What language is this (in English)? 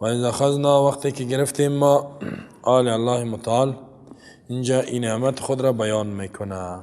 Persian